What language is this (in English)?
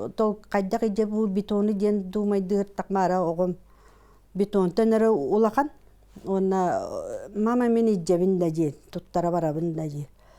Yakut